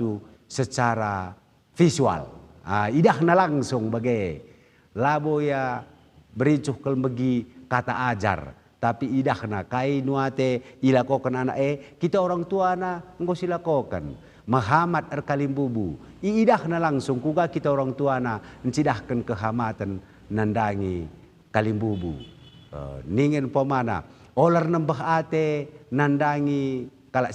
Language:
Batak Karo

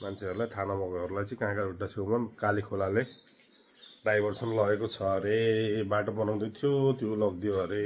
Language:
Nepali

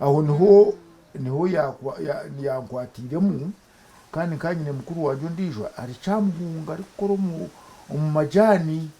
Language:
Nyankole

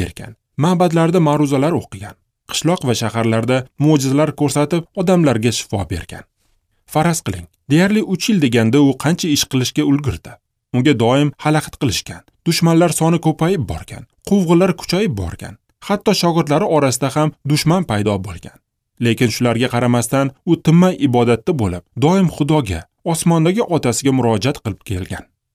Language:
Uzbek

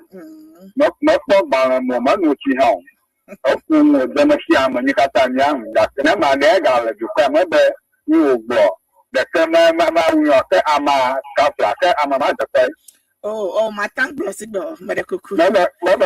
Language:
Ewe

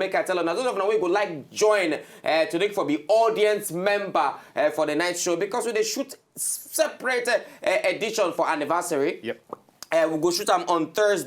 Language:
Nigerian Pidgin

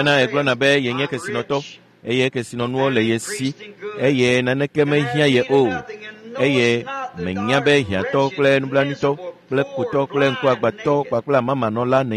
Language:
Ewe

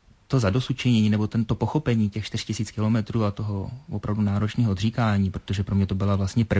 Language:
Czech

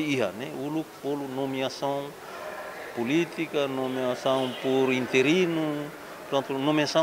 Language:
Tetum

